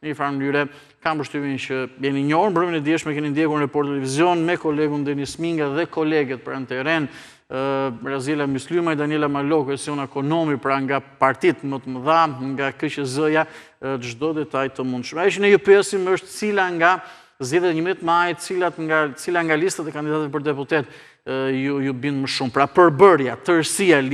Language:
Albanian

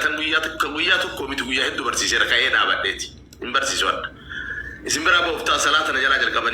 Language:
Oromo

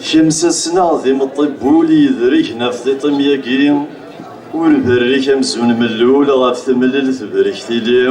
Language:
Kabyle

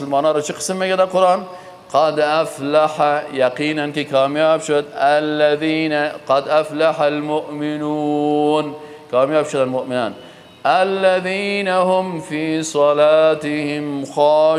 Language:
Persian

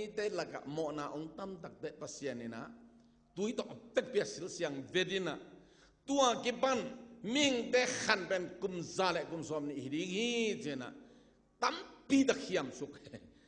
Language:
Tedim Chin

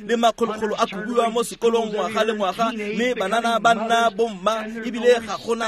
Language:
Tswana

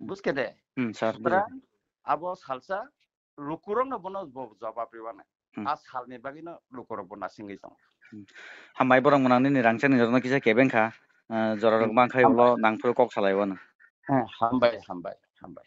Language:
Kok Borok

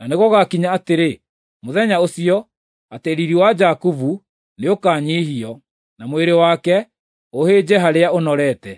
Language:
Kikuyu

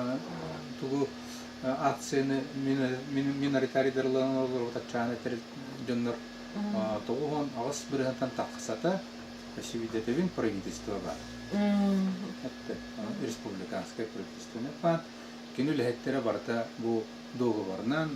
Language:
Yakut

